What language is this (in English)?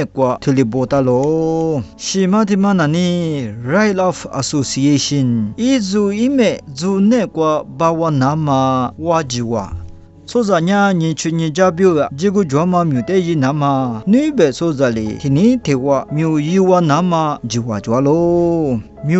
Lisu